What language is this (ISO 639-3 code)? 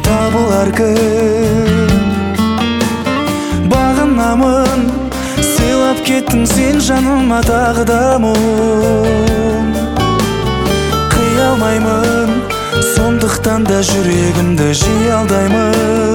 kaz